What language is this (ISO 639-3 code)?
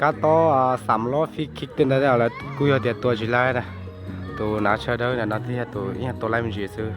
hmn